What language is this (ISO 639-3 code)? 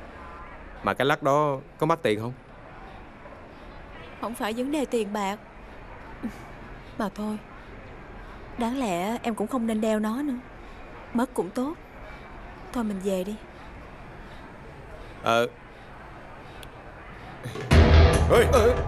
vie